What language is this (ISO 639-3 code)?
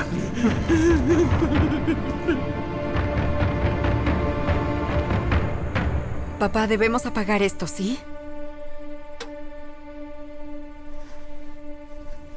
spa